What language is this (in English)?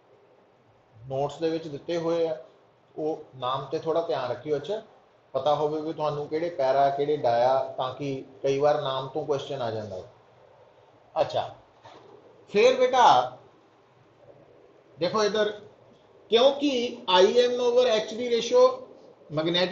Punjabi